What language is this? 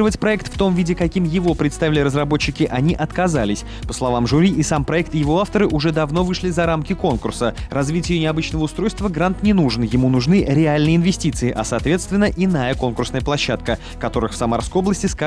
Russian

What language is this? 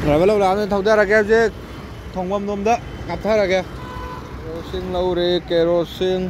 Manipuri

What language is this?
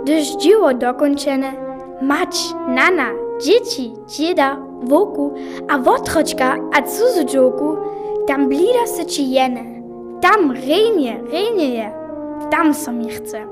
Upper Sorbian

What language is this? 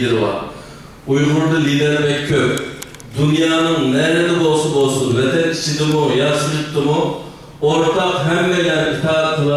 Uyghur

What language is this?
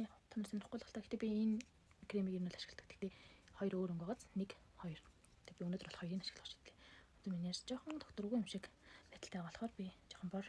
Mongolian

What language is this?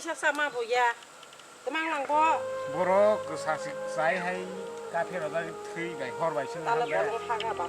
Kok Borok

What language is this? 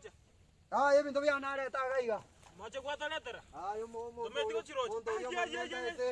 Gusii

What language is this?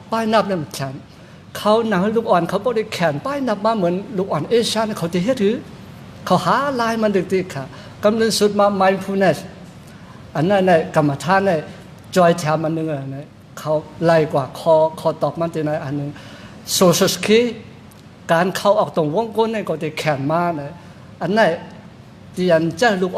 Shan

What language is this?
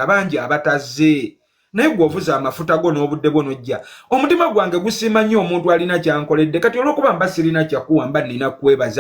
Ganda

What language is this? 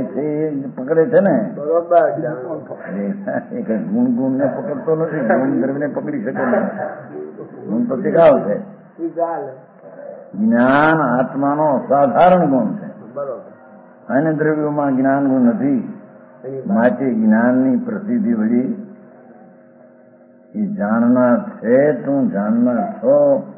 Gujarati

